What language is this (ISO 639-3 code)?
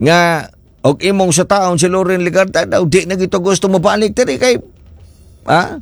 ceb